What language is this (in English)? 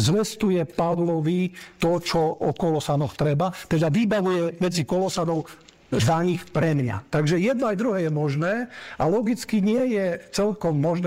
Slovak